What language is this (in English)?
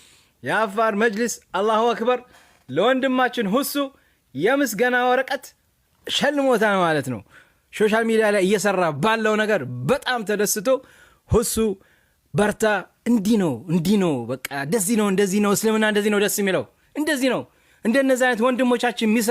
Amharic